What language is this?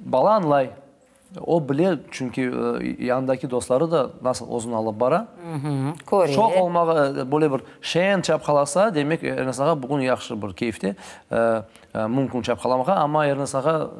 Crimean Tatar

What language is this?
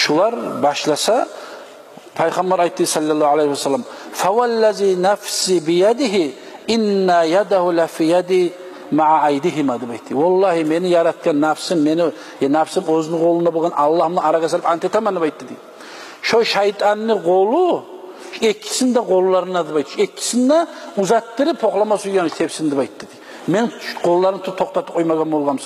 Kumyk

